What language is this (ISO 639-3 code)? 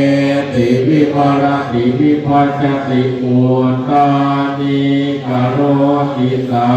pli